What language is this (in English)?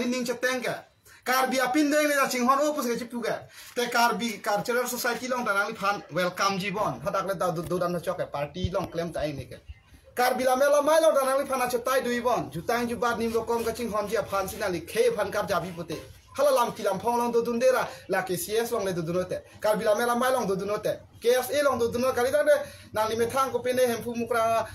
Karbi